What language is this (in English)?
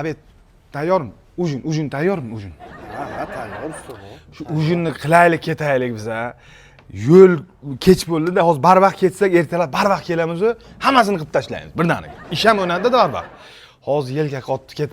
Uzbek